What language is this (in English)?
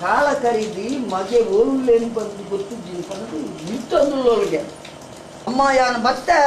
Tulu